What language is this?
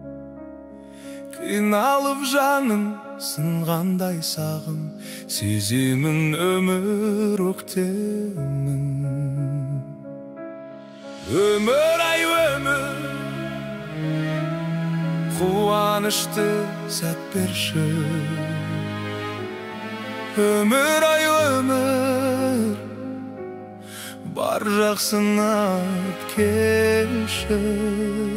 Kazakh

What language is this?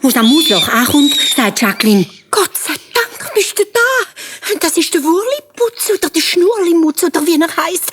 Swiss German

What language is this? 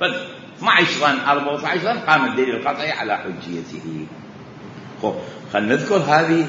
Mesopotamian Arabic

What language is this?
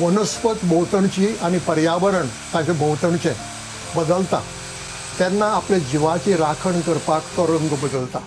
Konkani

